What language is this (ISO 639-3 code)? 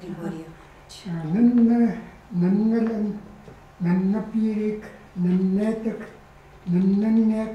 ckt